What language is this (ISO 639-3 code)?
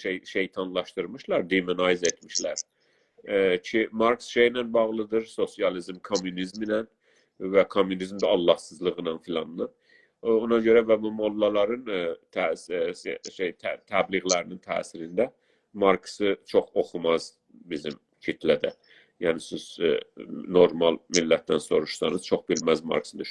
azb